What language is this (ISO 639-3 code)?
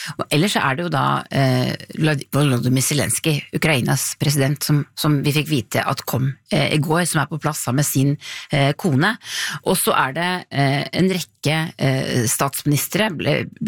nor